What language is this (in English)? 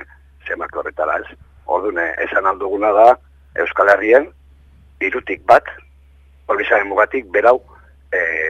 Basque